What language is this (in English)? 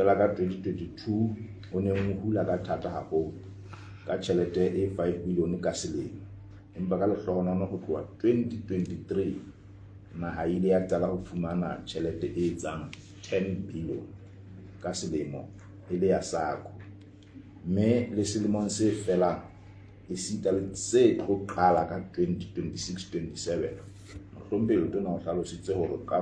Southern Sotho